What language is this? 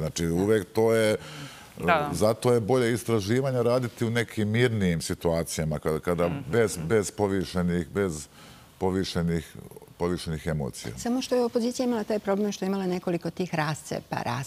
Serbian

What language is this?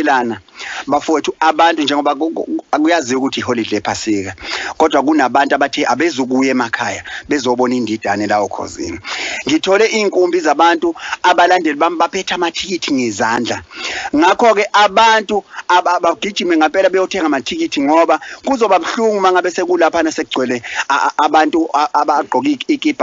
Zulu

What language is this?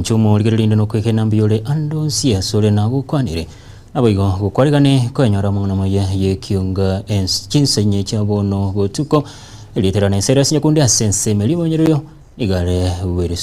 Gusii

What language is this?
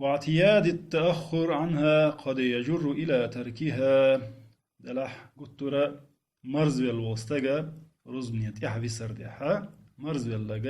Chechen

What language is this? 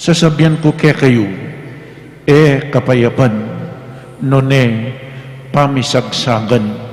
Pampanga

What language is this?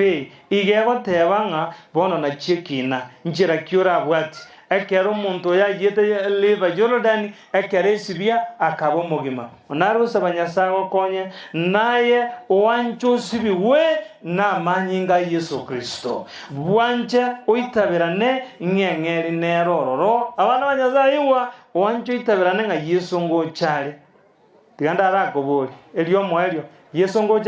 Gusii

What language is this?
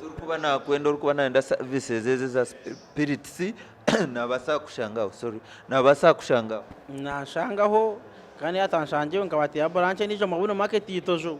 Nyankole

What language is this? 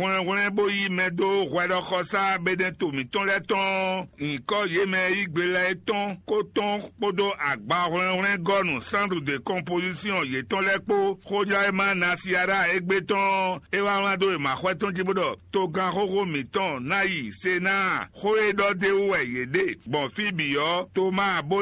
Fon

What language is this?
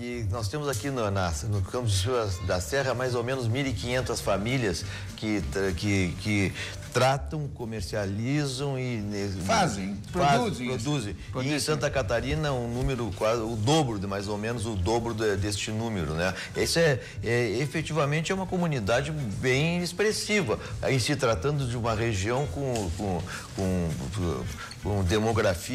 Portuguese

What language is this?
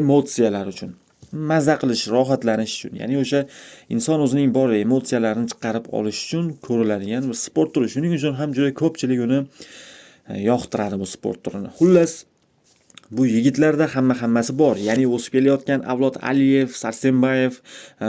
Uzbek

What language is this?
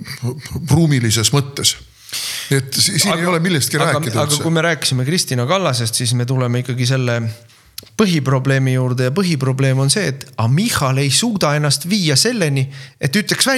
Estonian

